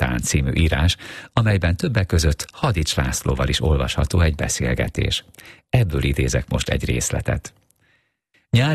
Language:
Hungarian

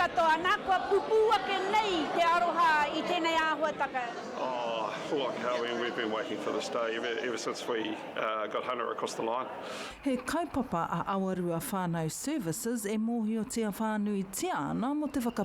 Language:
Māori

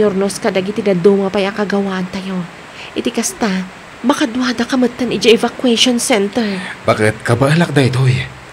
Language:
Iloko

